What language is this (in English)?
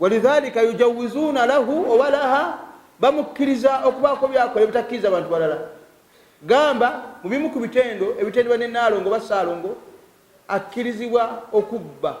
Ganda